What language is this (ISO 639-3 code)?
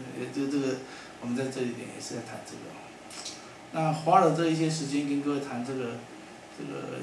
zho